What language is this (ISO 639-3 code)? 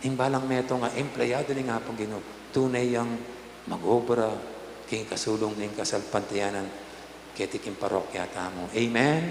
pam